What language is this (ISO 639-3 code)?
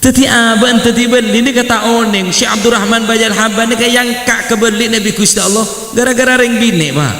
mad